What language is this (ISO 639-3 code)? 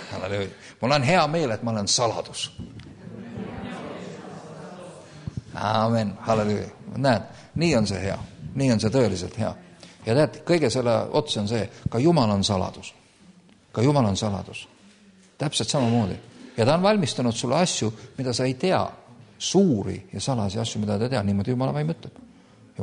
est